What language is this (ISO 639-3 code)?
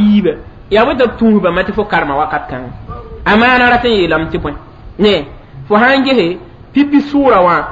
mos